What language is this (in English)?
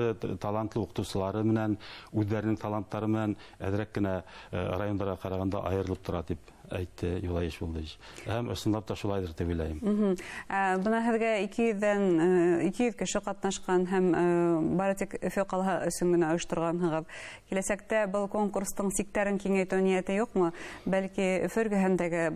Bashkir